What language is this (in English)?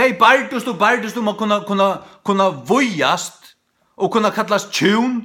Faroese